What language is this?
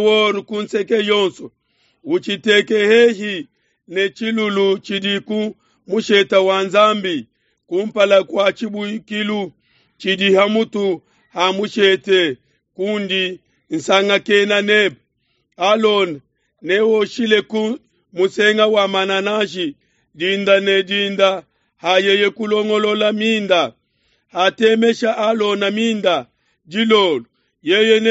Luba-Lulua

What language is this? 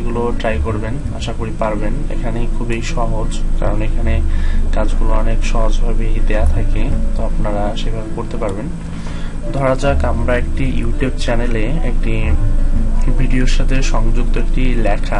Bangla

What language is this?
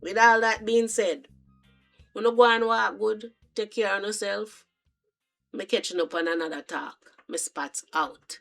Jamaican Creole English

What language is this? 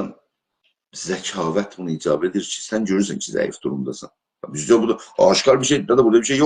South Azerbaijani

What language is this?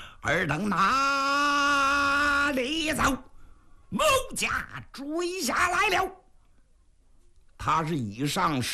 Chinese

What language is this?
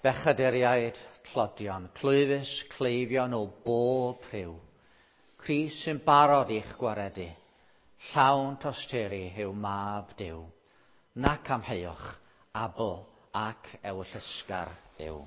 Welsh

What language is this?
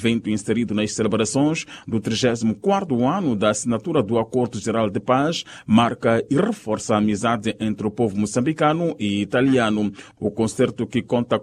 Portuguese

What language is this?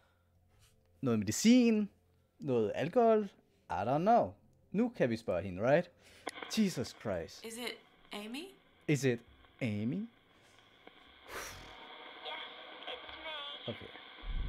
Danish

